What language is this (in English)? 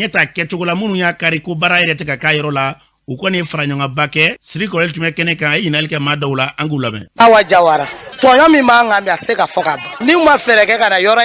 Bambara